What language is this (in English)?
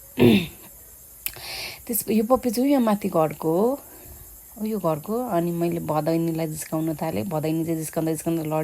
Nepali